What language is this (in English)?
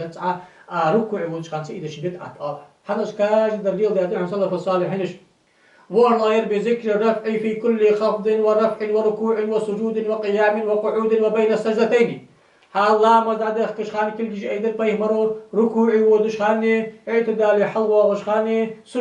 Ingush